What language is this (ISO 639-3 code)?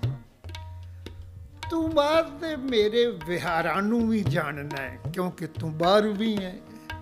pan